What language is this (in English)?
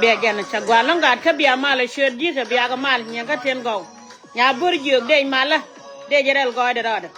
Nuer